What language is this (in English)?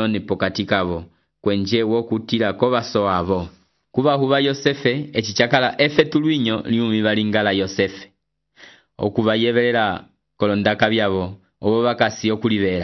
Umbundu